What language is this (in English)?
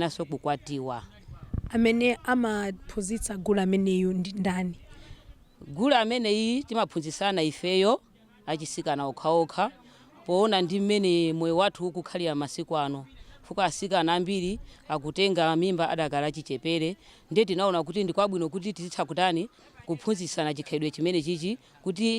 Nyanja